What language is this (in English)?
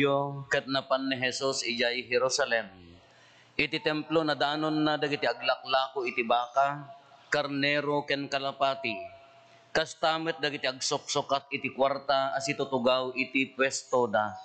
Iloko